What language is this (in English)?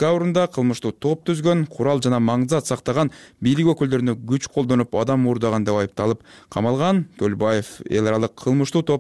Kyrgyz